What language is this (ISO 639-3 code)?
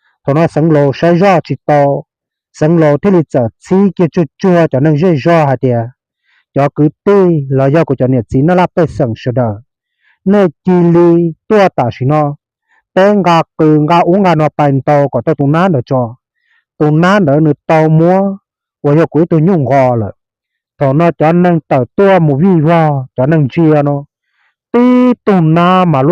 hmn